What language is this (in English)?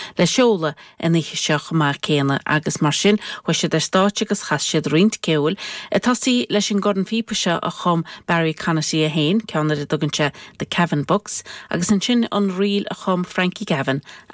Irish